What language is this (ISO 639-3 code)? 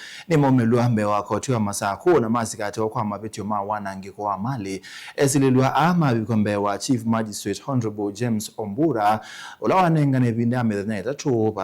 kam